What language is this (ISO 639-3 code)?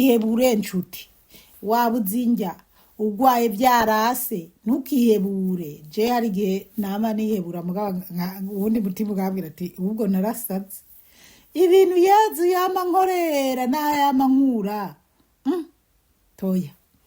run